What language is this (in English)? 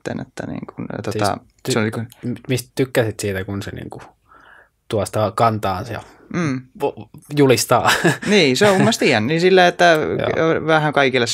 Finnish